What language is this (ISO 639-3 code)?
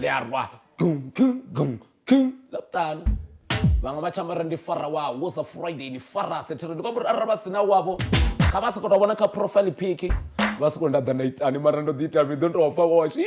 ven